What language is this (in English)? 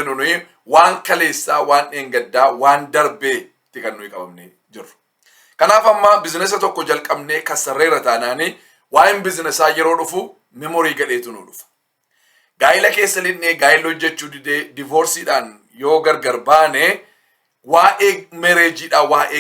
Oromo